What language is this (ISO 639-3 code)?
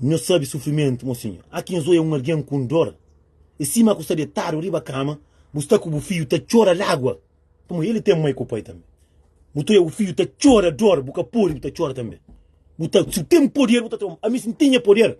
kea